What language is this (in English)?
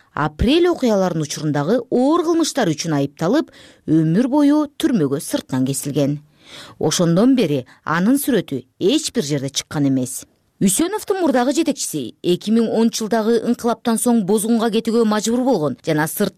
Kyrgyz